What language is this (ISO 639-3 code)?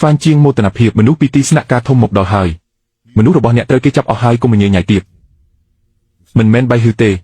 khm